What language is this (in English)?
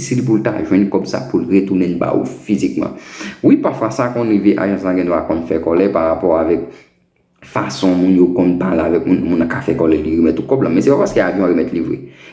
Haitian Creole